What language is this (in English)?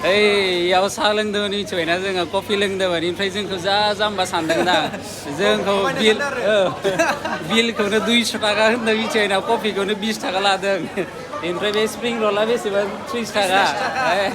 Bodo